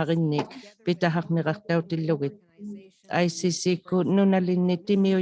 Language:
Inuktitut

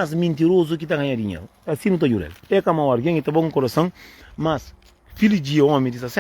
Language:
Kabuverdianu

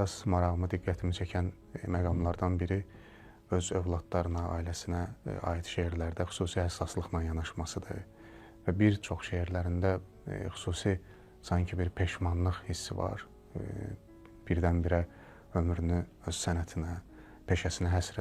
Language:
Azerbaijani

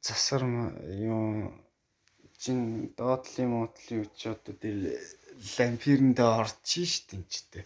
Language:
Mongolian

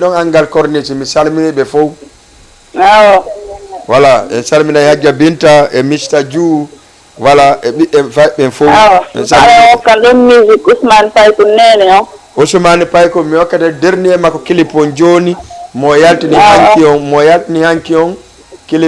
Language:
Fula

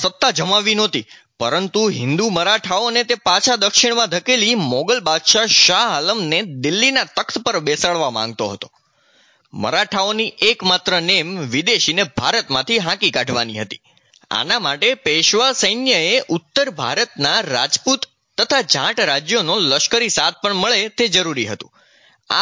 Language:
Gujarati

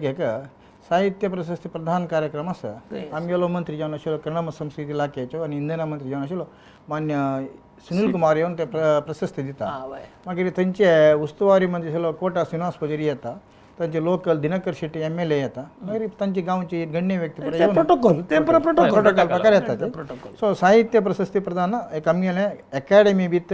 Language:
Konkani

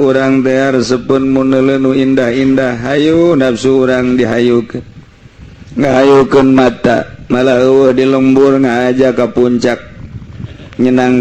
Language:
Sundanese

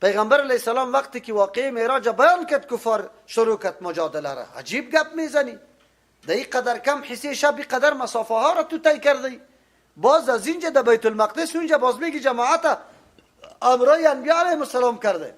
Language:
Persian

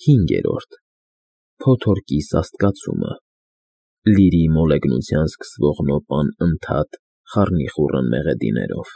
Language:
Armenian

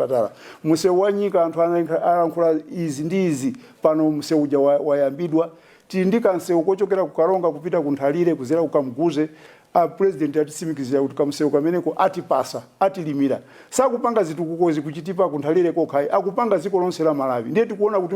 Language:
Nyanja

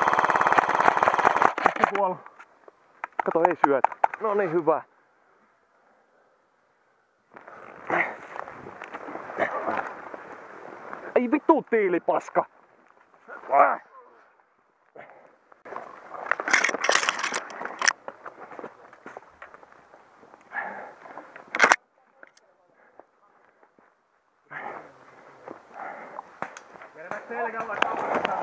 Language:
Finnish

